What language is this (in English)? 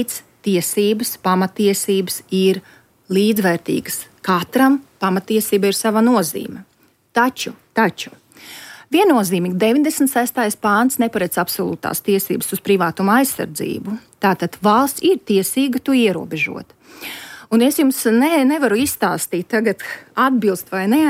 Latvian